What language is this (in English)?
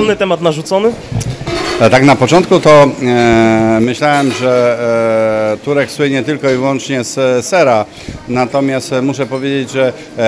Polish